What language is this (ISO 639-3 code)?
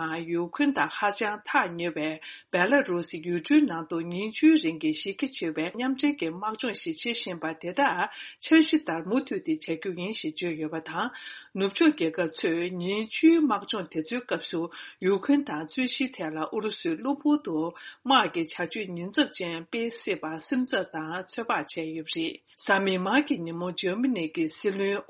bod